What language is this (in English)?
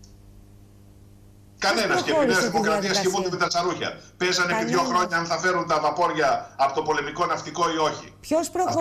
Greek